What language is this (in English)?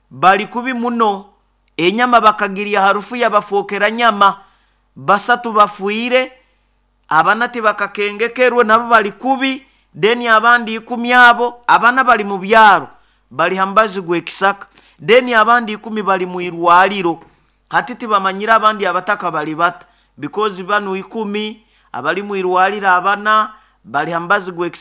Nyoro